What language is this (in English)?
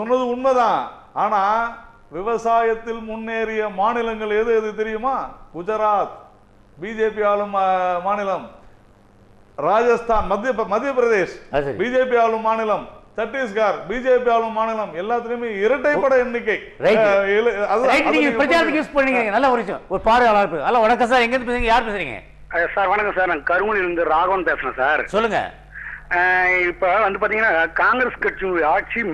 Tamil